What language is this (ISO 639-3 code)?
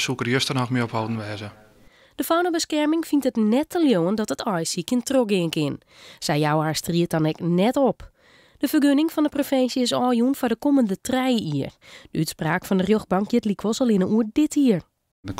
fry